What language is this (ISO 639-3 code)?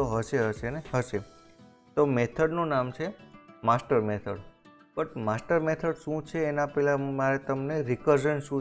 guj